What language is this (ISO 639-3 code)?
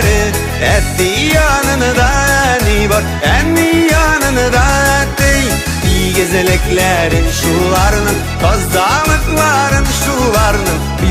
tat